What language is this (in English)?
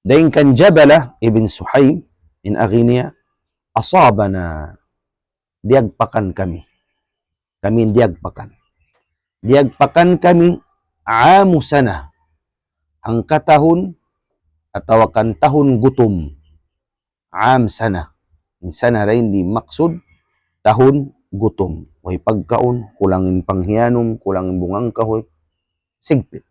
Tausug